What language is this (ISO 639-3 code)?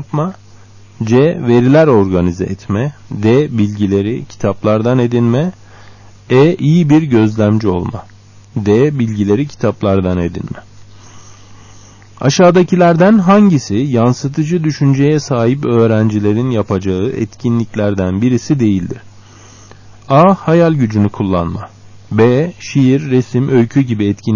tur